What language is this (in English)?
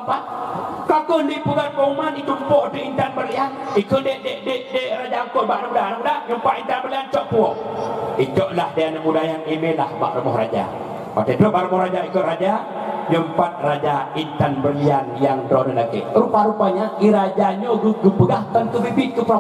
Achinese